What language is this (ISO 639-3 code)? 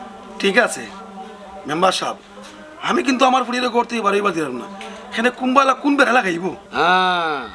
syl